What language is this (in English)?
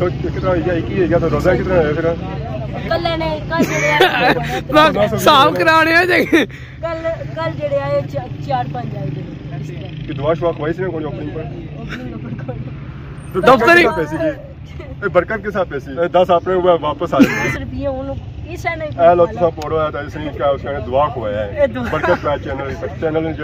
Pahari-Potwari